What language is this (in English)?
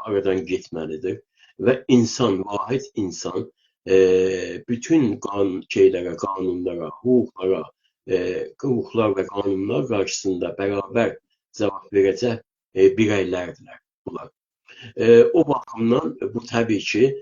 South Azerbaijani